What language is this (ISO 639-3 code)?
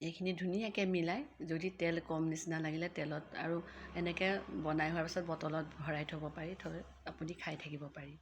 asm